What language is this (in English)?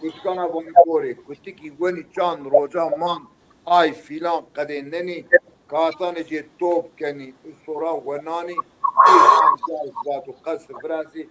Zaza